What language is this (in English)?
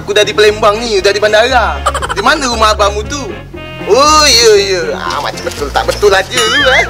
Musi